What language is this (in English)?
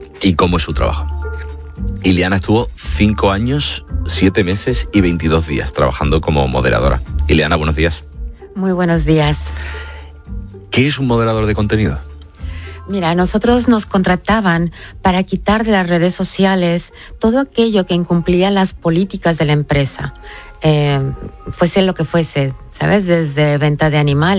Spanish